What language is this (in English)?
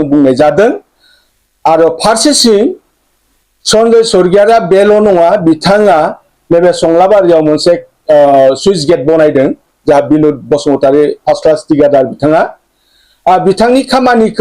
Bodo